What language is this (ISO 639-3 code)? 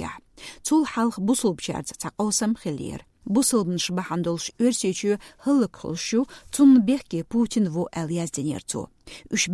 che